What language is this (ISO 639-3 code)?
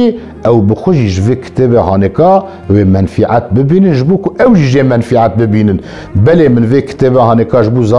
kur